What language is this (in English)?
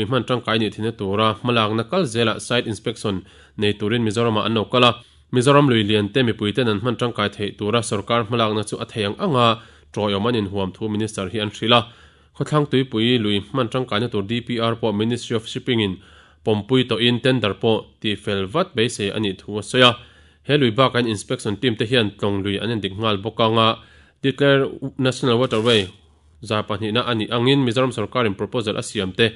Mizo